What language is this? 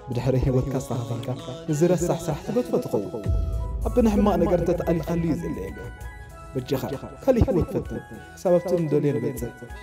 Tigrinya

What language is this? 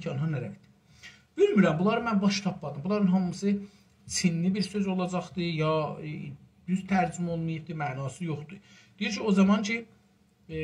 South Azerbaijani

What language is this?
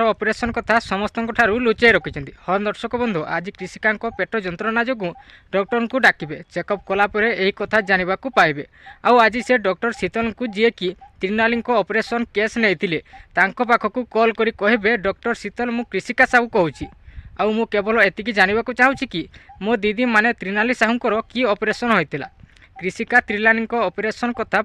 Odia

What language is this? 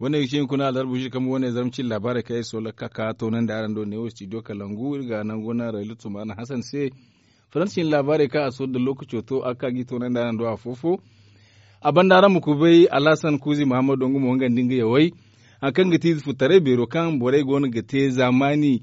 Zarma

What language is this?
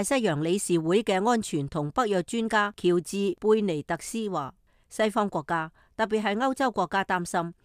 Cantonese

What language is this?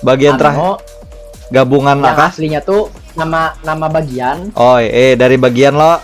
Banjar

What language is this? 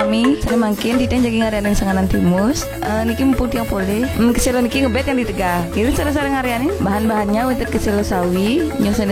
Balinese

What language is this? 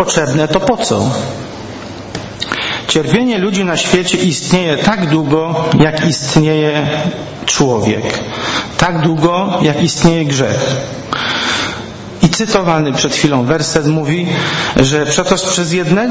Polish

